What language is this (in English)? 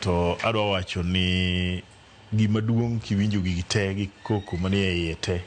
Luo (Kenya and Tanzania)